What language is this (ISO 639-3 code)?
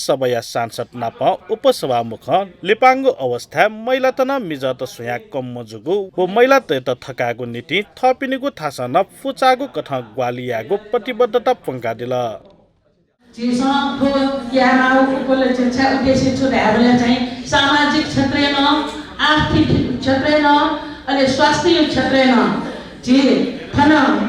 new